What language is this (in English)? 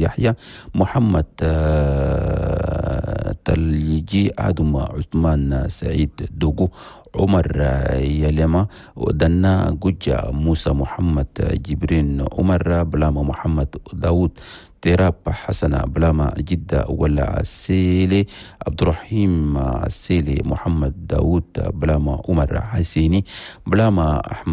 Chadian Arabic